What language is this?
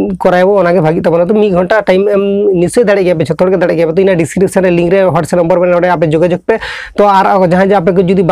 Santali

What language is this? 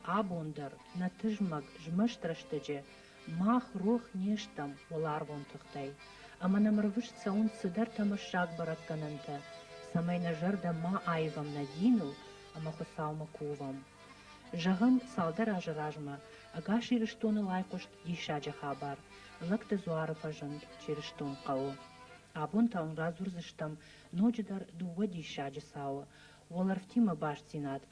Ossetic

